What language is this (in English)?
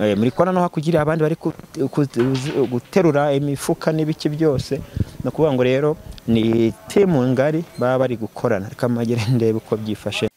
Kinyarwanda